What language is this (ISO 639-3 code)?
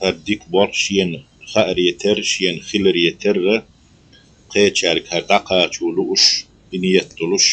che